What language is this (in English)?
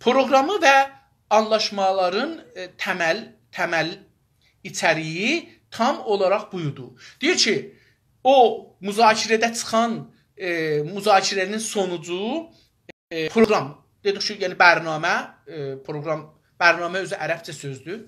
South Azerbaijani